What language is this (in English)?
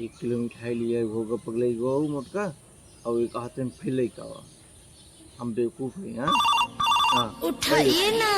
Awadhi